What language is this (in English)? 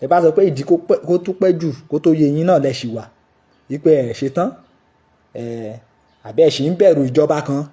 Yoruba